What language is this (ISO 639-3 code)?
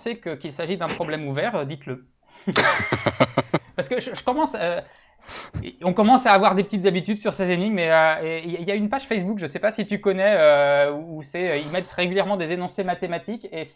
fra